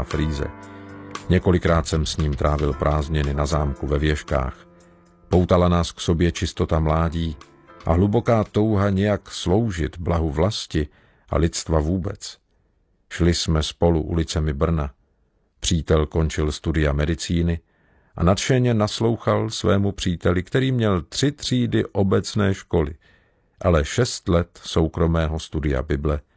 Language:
Czech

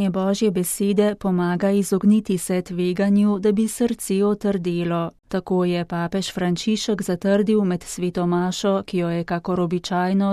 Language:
Slovenian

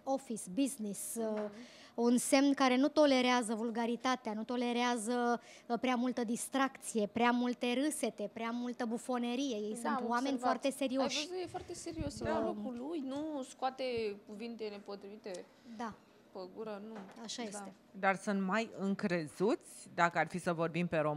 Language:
Romanian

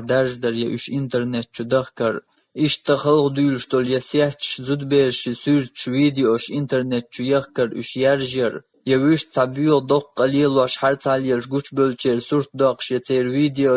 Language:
Chechen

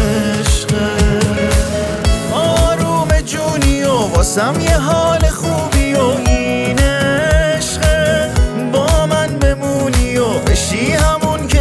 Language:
Persian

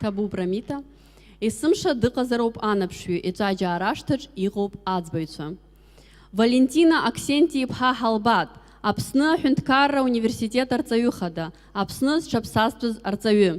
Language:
Abkhazian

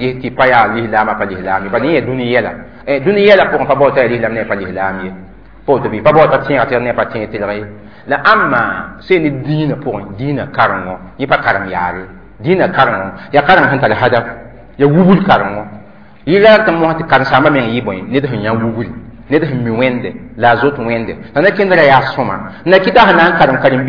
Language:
Mossi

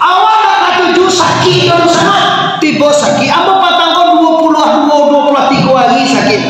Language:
Minangkabau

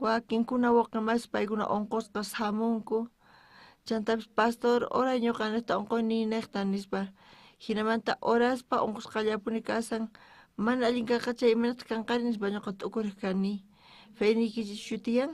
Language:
South Bolivian Quechua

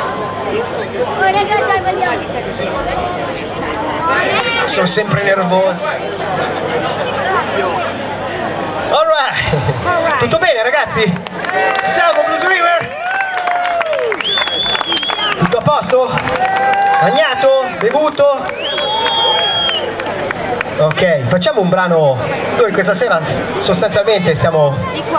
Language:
Italian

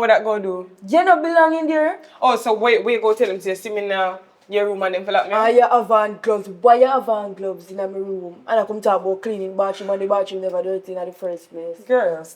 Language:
Jamaican Creole English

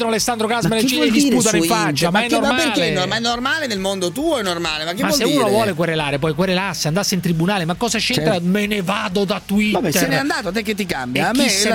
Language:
Italian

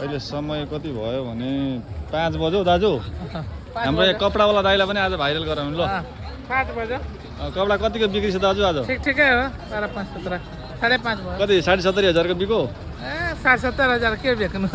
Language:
Nepali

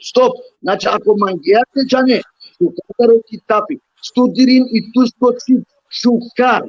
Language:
Balkan Romani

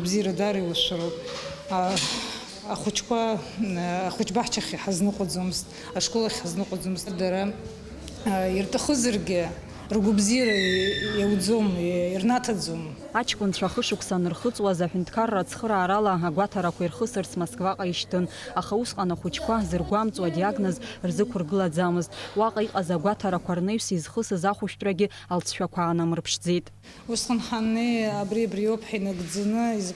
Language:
Abkhazian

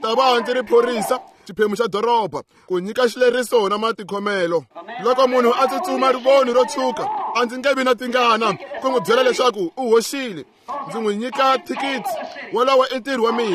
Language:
Tsonga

